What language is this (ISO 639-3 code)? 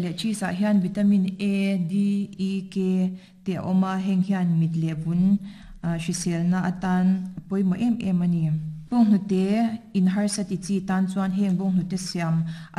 lus